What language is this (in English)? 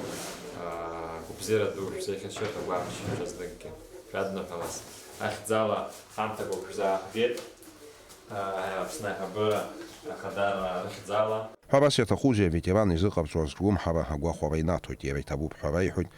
Abkhazian